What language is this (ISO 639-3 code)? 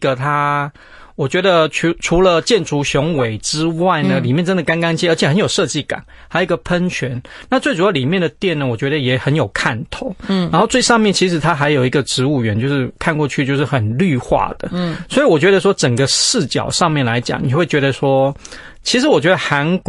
zho